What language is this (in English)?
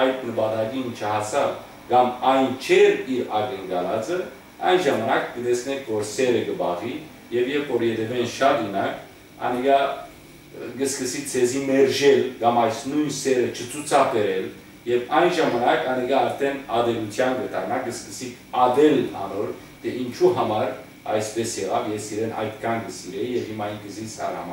Western Armenian